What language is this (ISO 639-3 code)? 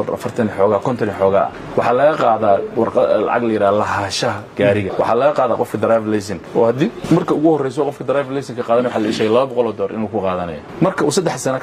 som